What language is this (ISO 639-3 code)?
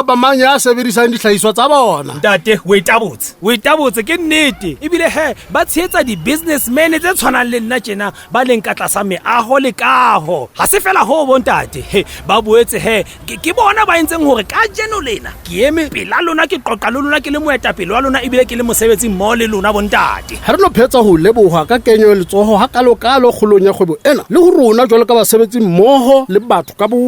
sot